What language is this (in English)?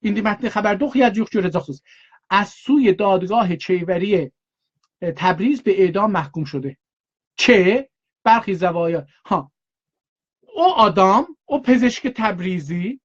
South Azerbaijani